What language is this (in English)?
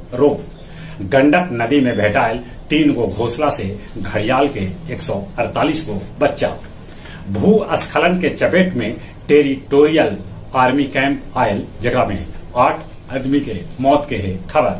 Magahi